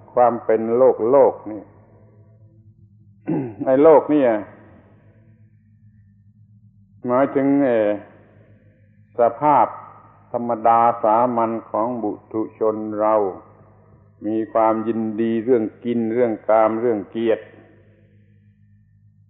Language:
Thai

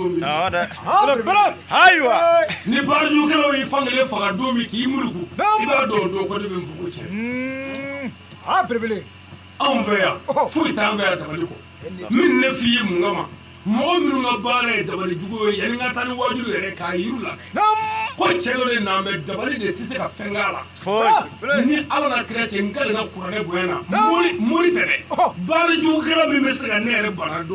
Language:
Bambara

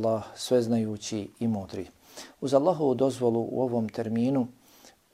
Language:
Bosnian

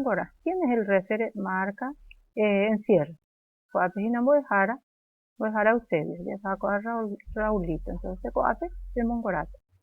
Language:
Guarani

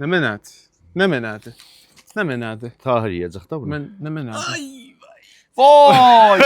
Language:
South Azerbaijani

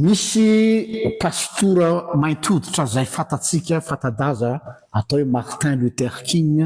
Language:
Malagasy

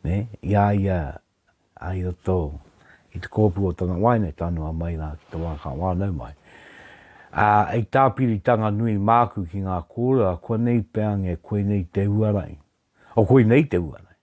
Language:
Māori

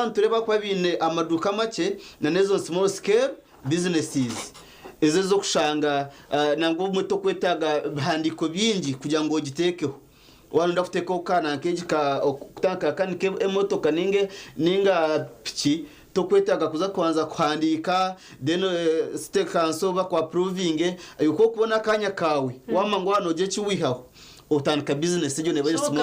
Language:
Nyankole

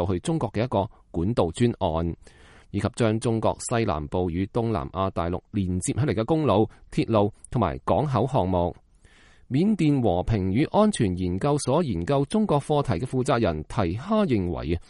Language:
Cantonese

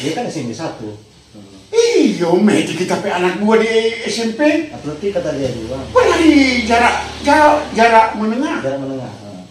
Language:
Manado Malay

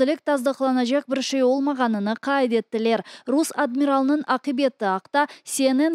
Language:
Crimean Tatar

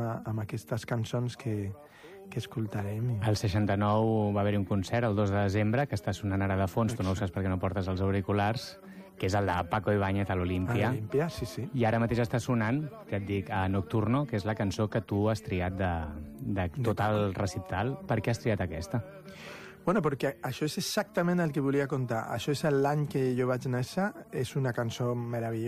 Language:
Catalan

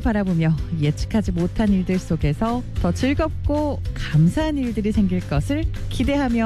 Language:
Korean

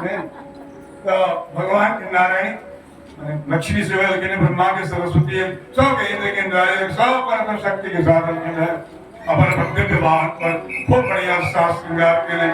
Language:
Maithili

